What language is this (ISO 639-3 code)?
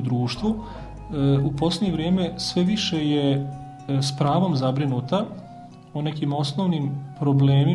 hrv